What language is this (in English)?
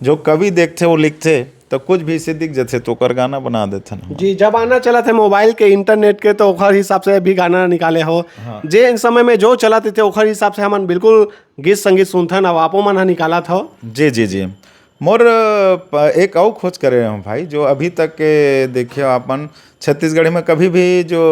Chhattisgarhi